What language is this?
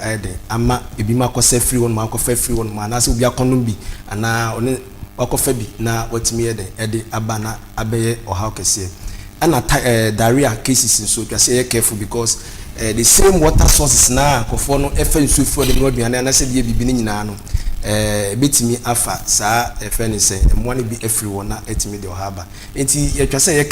Akan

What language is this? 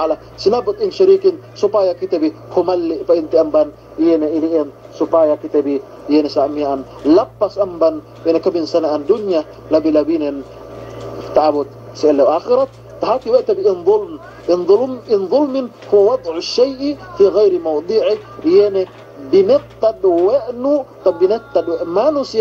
Yakan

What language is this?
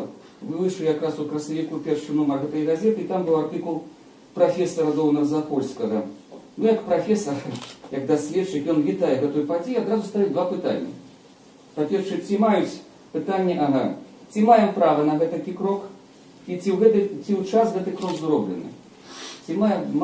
Belarusian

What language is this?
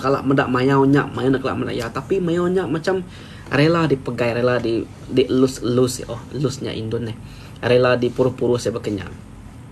Iban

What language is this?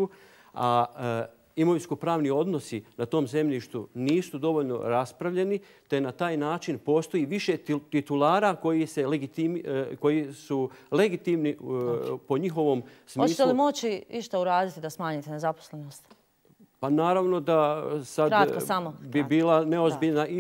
Bosnian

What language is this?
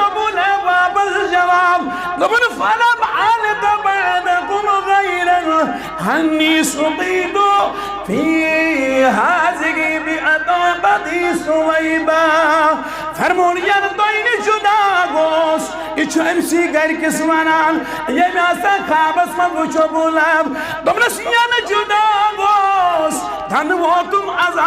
Kashmiri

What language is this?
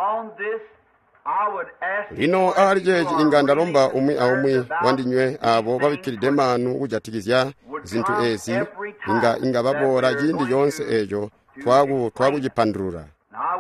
Tonga (Zambia)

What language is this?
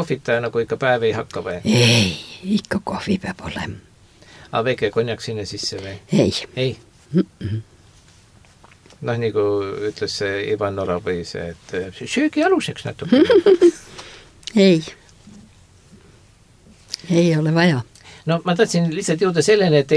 Estonian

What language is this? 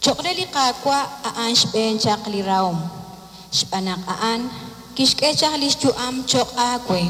Kekchí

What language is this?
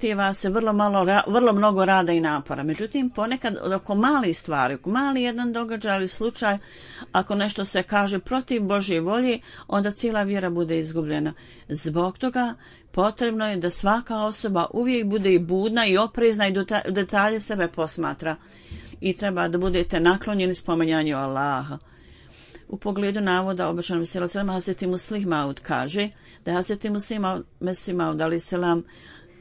Bosnian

